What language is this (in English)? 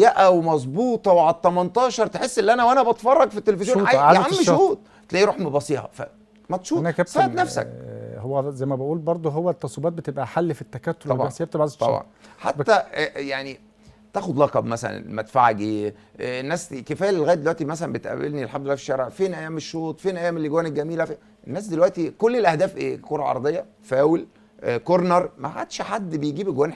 Egyptian Arabic